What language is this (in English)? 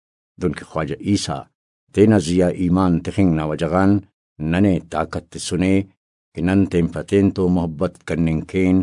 Brahui